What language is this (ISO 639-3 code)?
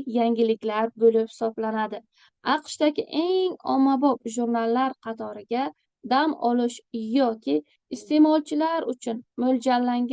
uzb